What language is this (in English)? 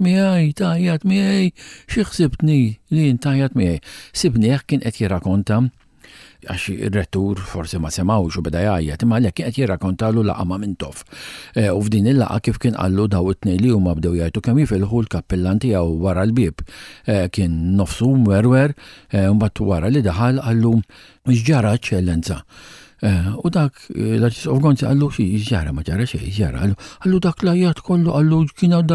Maltese